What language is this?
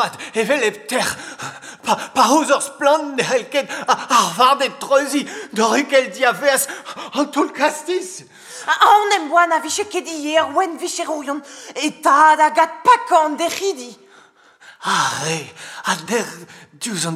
Breton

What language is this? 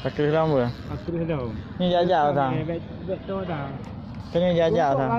Achinese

